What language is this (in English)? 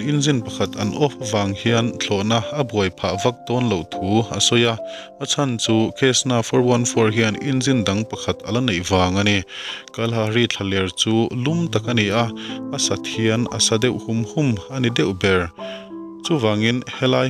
Mizo